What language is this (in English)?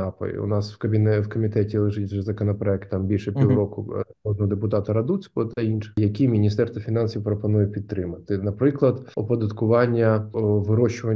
Ukrainian